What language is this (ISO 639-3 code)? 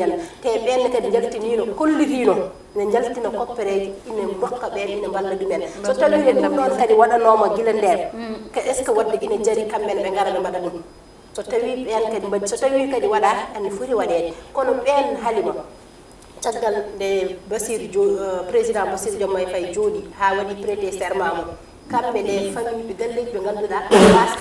ful